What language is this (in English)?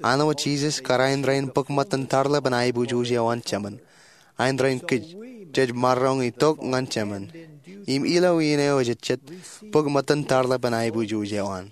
Marshallese